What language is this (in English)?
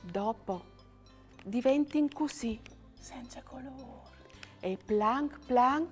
Friulian